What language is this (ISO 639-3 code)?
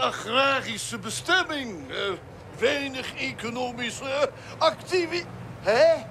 fry